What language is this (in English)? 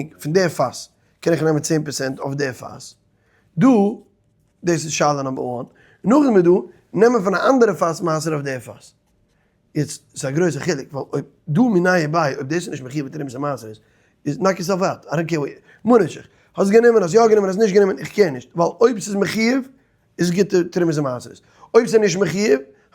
Yiddish